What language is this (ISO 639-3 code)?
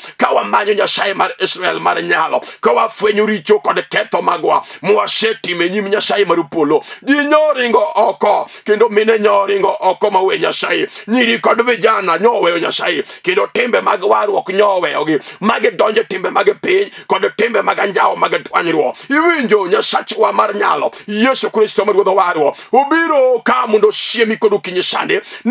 luo